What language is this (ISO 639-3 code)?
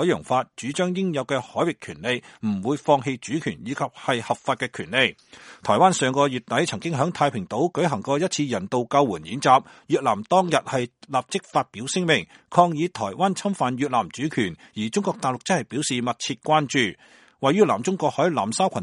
yue